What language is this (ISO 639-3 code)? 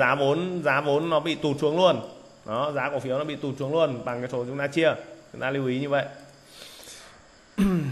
vie